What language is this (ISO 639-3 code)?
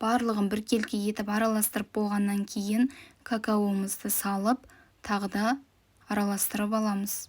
kaz